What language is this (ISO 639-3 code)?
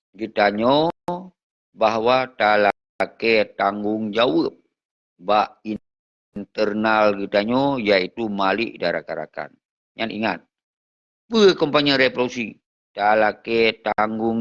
ace